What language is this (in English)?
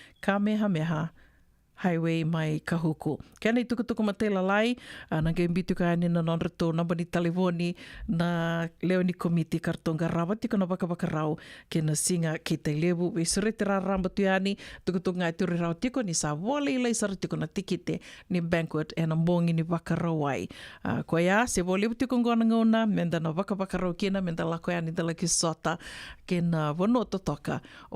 Fijian